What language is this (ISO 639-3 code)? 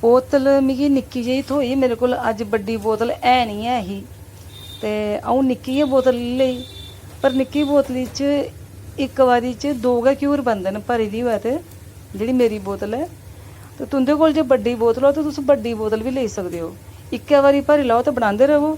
doi